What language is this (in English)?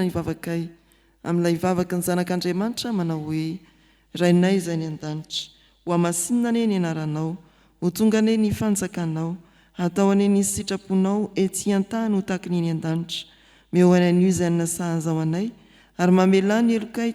Malagasy